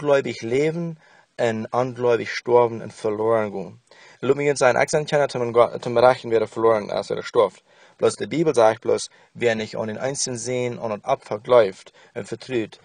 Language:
Plautdietsch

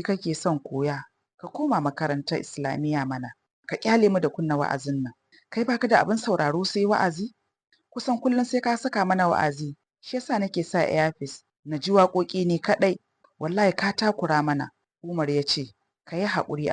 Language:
Hausa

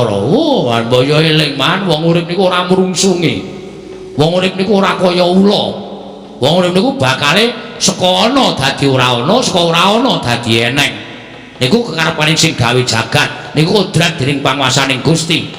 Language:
Javanese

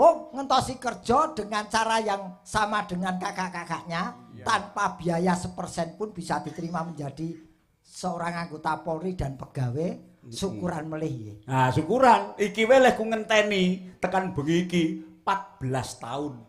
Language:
Javanese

